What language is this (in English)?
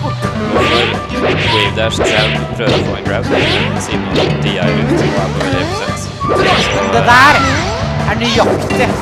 Norwegian